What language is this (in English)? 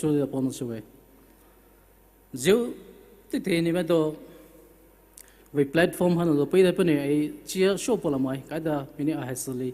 Poumei Naga